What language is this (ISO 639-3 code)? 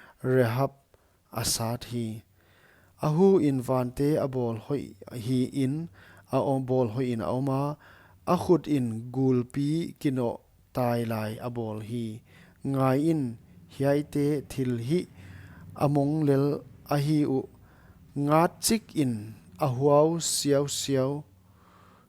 pck